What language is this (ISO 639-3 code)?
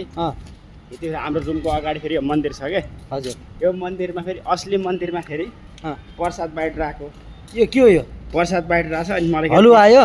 nep